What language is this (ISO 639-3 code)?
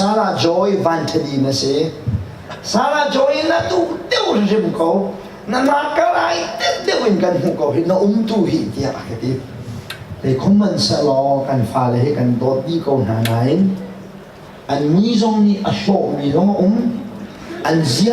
cnh